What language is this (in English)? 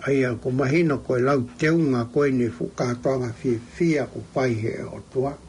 Tongan